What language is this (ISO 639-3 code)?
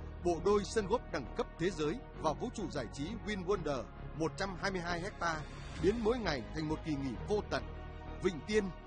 vie